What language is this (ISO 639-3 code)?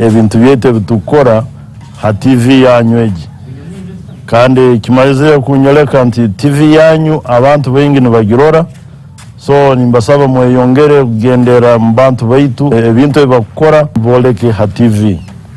nyn